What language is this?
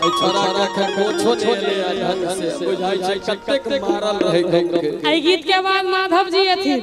Maithili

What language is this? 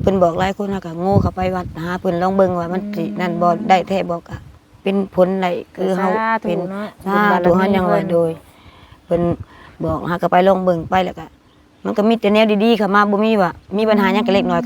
Northeastern Thai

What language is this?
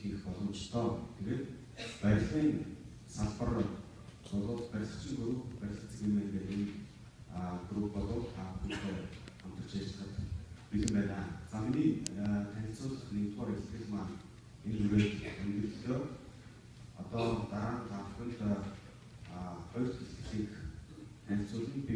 Mongolian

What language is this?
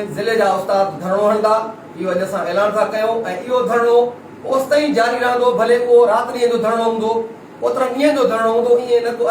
Sindhi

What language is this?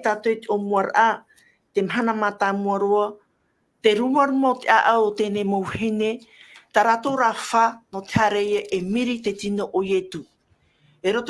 Tahitian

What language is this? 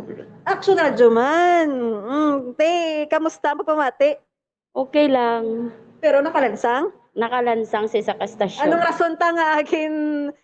Hiligaynon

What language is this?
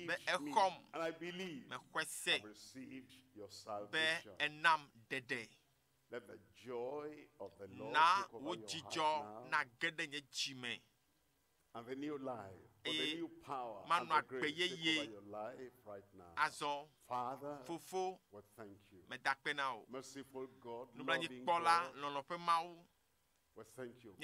Ewe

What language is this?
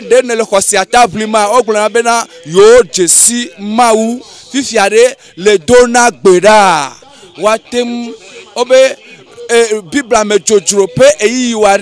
Ewe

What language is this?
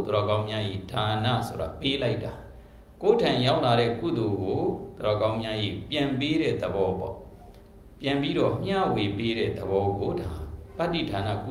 Burmese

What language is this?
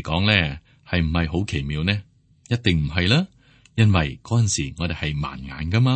Cantonese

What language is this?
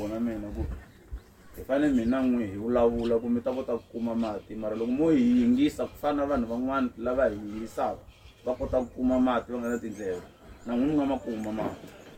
Tsonga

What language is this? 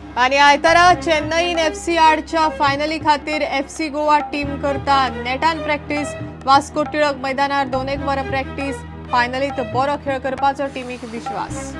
Konkani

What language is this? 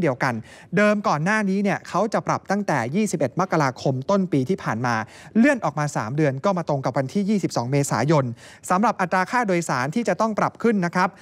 Thai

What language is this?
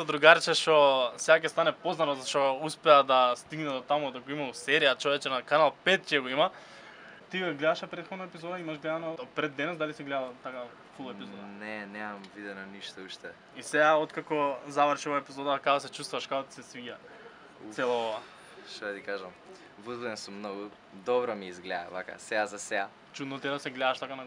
Macedonian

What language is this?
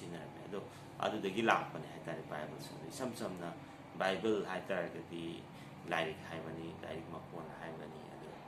Manipuri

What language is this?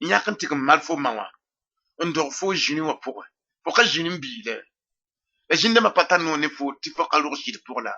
Mossi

